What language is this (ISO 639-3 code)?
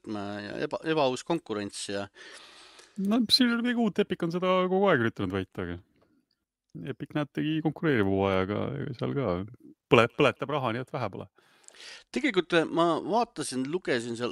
est